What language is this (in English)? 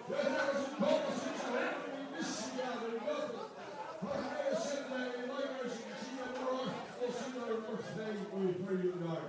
Faroese